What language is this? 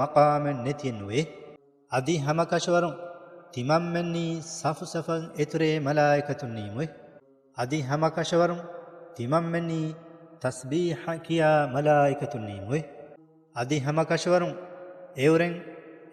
Divehi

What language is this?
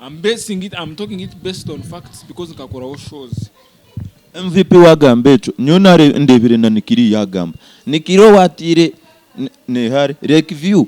Nyankole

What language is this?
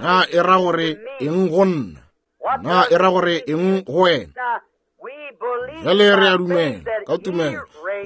Northern Sotho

